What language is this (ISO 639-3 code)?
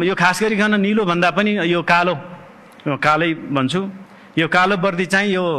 nep